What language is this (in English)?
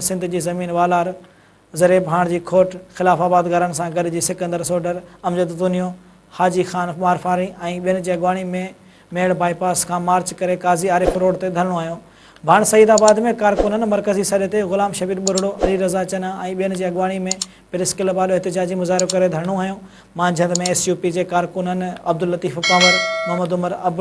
Sindhi